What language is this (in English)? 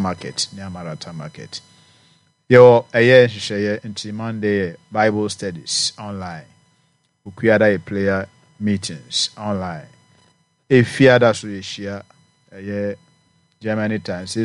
Akan